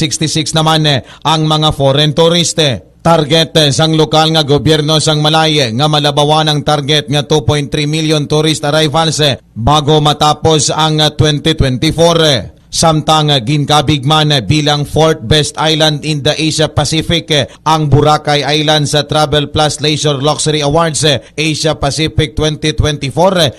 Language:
Hiligaynon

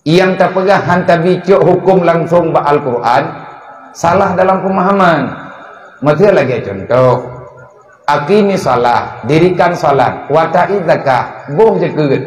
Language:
Achinese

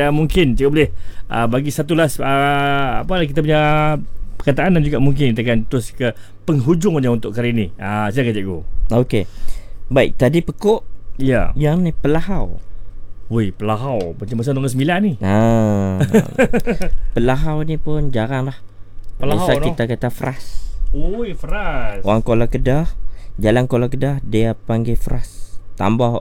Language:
Malay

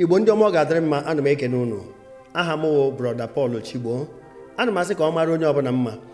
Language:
Igbo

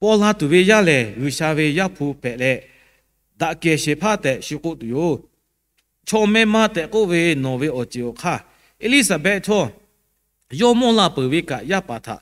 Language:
Lahu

